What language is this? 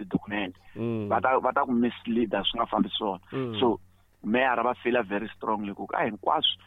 Tsonga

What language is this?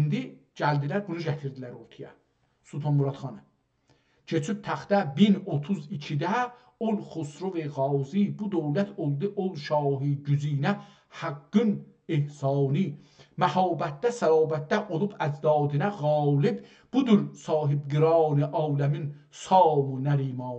South Azerbaijani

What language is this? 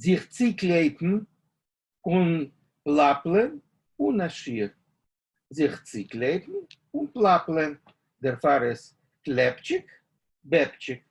Yiddish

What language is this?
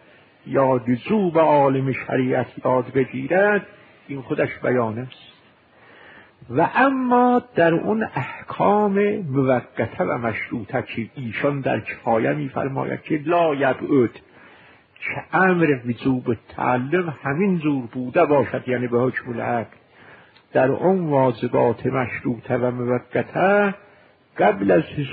Persian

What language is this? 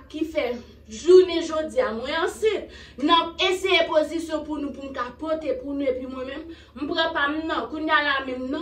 Haitian Creole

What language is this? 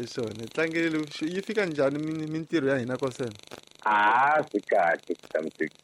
Tsonga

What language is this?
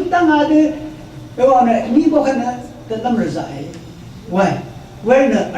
Rawang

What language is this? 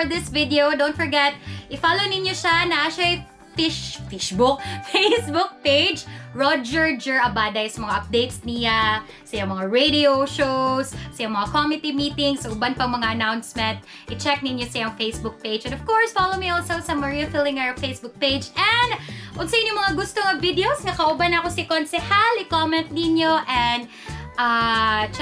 Cebuano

